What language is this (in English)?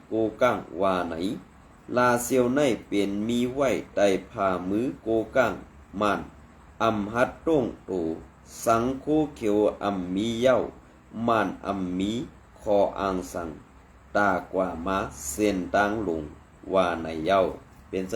Shan